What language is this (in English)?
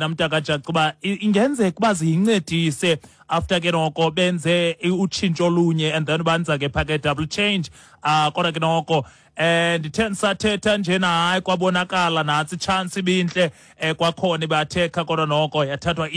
Xhosa